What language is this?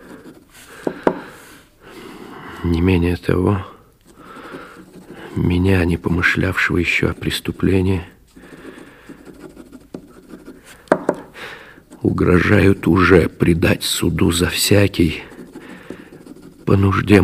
Russian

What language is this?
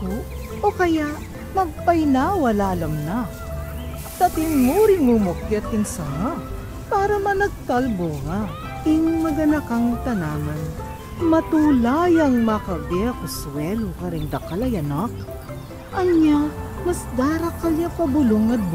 Pampanga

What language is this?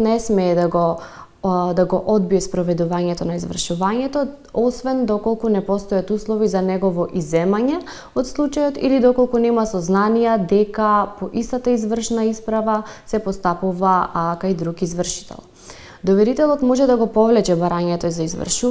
Macedonian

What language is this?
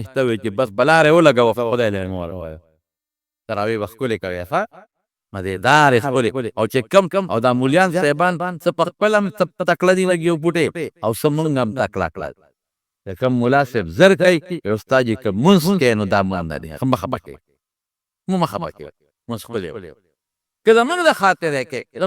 Pashto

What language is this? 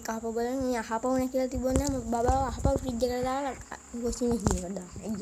Sinhala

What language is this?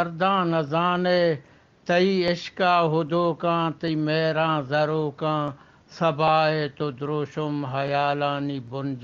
Eastern Balochi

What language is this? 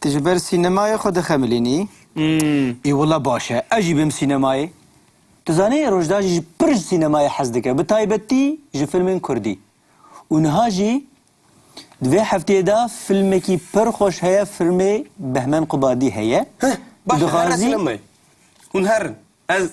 Kurdish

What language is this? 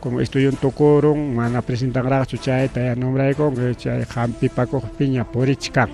Ayacucho Quechua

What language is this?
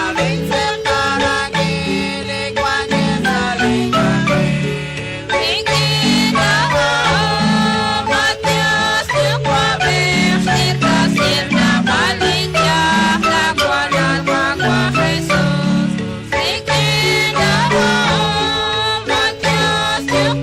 Kekchí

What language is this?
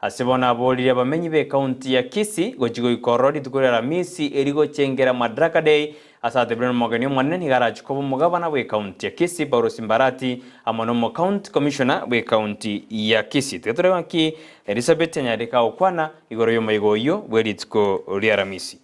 Gusii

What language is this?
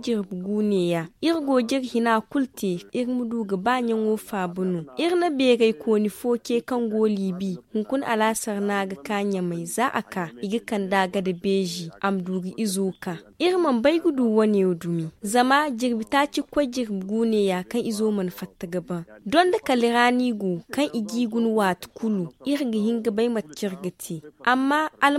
Zarma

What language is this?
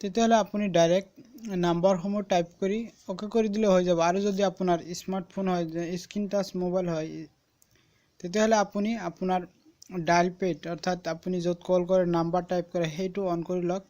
Assamese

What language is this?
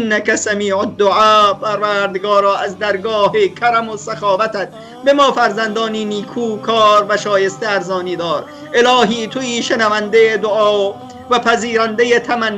Persian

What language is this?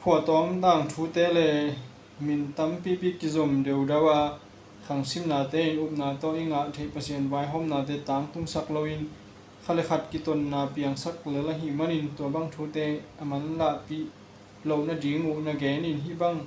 Tedim Chin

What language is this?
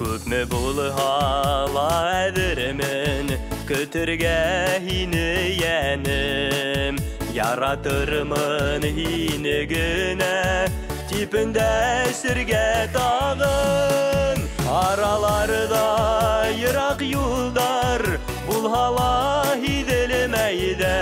Bashkir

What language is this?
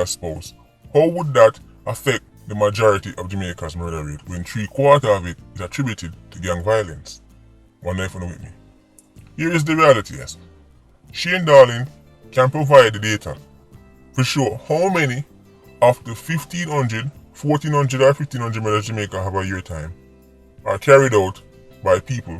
Jamaican Creole English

